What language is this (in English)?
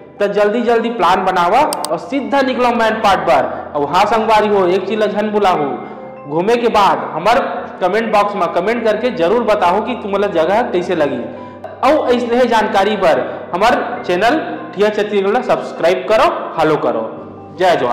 Chhattisgarhi